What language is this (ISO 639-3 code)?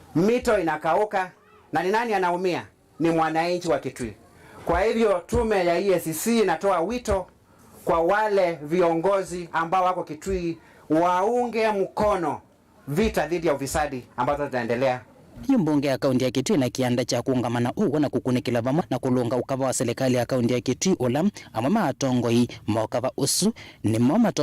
kam